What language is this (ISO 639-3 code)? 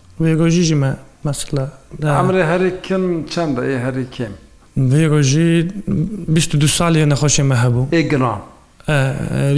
kur